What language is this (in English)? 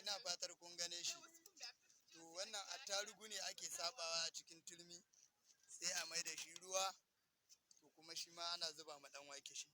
Hausa